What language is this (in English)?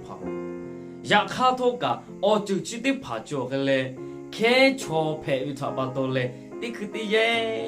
Lahu